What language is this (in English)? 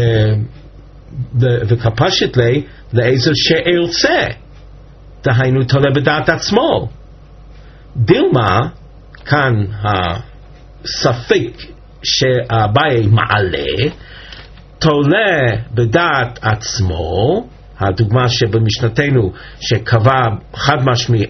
Hebrew